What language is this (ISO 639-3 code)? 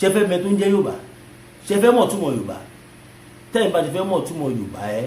yor